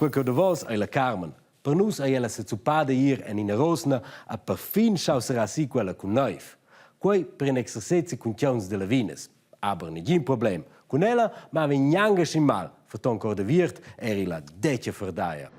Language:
Romansh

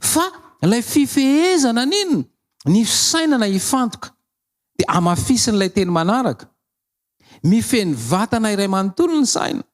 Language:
Malagasy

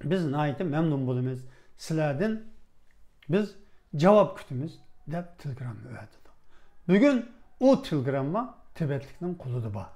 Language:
Uyghur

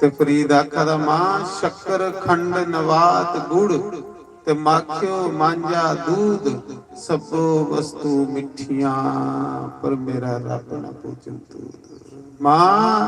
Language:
Dogri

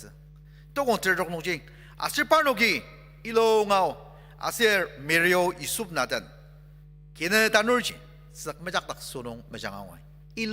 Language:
Ao Naga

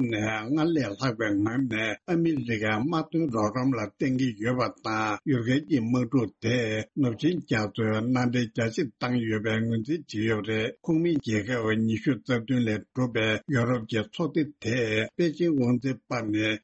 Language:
Tibetan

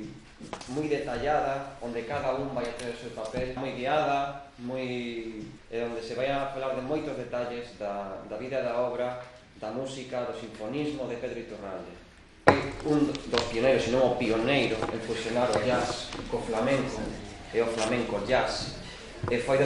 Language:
Galician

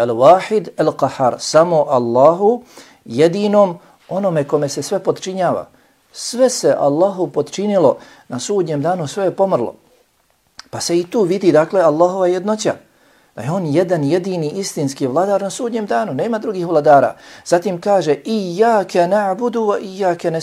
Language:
Bosnian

